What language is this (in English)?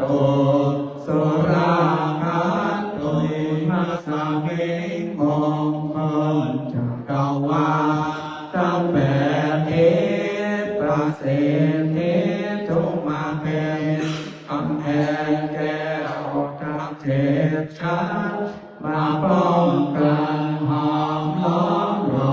Pali